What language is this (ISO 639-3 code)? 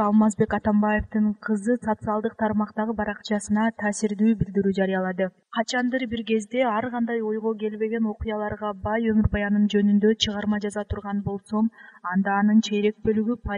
kir